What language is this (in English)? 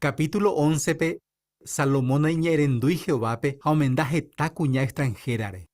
Guarani